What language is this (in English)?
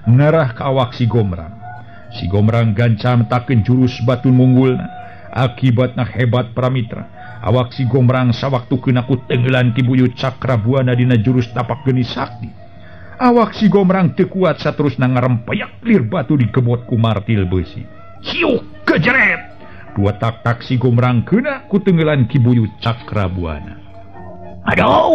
Sundanese